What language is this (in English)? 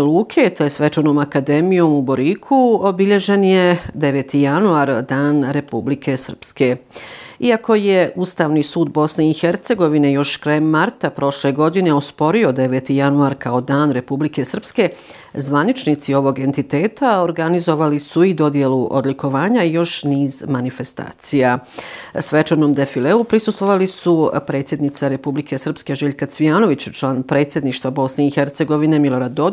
Bosnian